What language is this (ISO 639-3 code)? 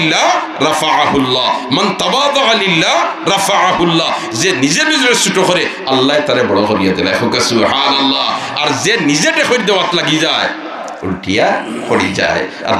syl